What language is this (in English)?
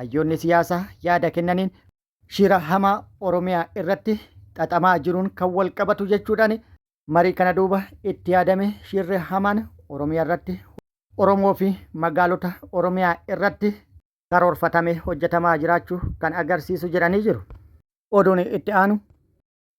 Oromo